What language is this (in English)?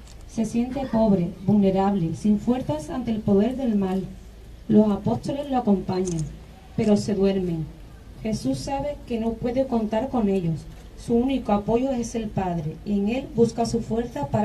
Spanish